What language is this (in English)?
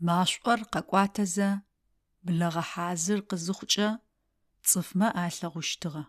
Adyghe